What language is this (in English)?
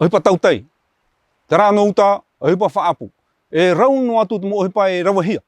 Tahitian